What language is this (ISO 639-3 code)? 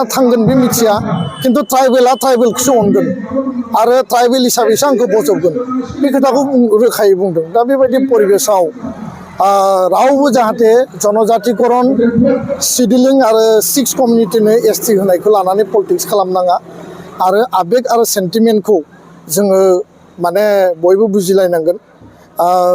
brx